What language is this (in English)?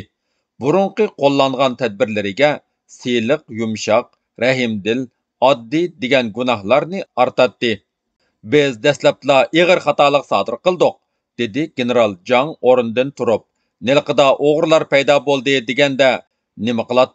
Uyghur